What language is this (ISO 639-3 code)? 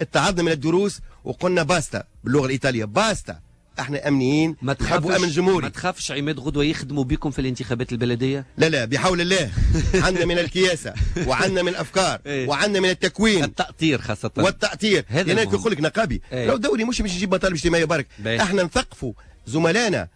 aeb